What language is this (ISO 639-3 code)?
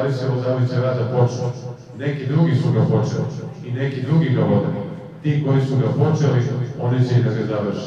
srp